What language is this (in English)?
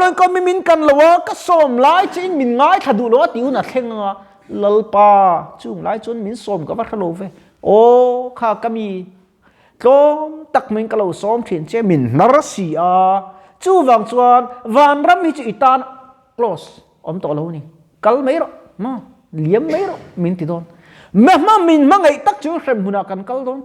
Mizo